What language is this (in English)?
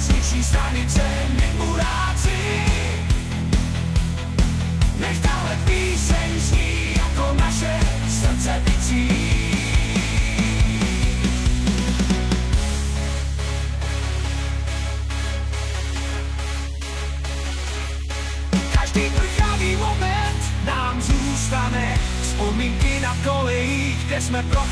Czech